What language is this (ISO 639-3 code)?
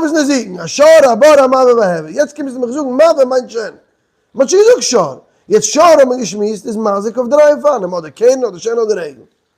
yid